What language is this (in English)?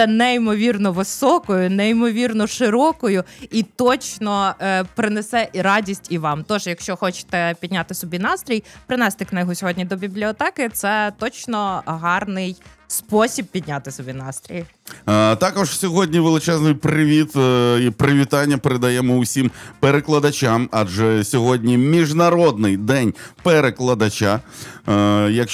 Ukrainian